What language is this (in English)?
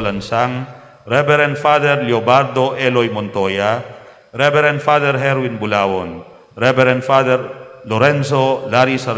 Pampanga